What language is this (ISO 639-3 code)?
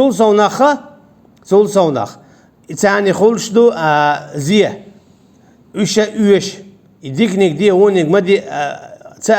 che